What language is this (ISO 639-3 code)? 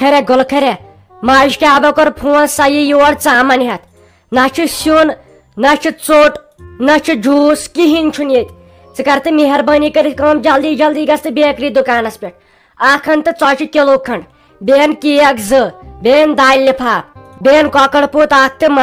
kas